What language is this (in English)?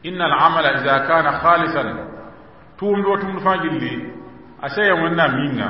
Mossi